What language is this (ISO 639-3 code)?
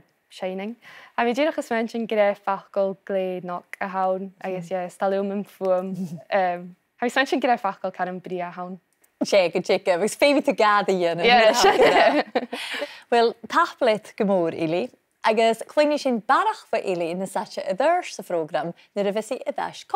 gla